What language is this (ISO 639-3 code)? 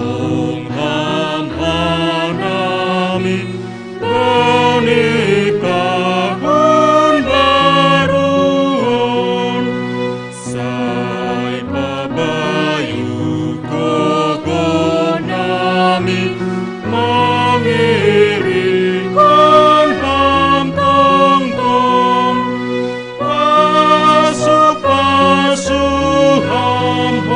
bts